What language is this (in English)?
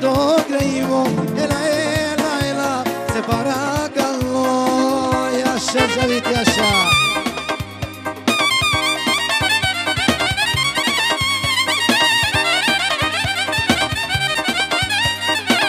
Greek